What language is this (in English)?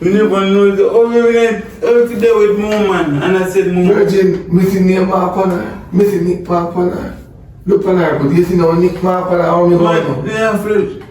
Jamaican Creole English